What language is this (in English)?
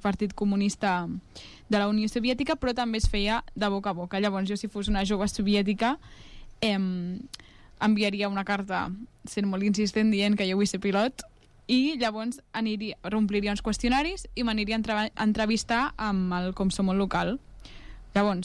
Catalan